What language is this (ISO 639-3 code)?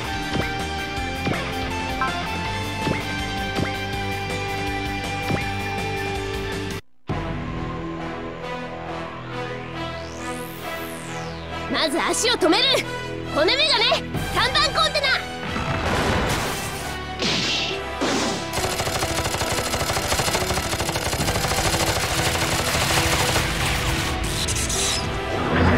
jpn